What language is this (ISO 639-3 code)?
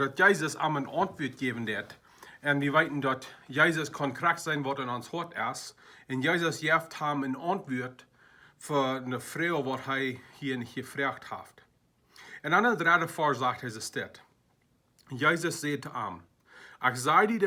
pdt